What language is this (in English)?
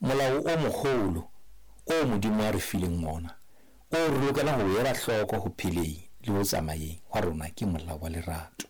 Southern Sotho